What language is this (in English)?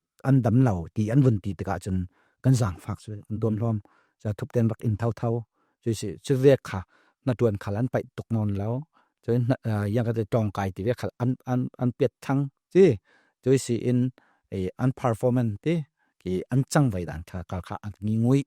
Falam Chin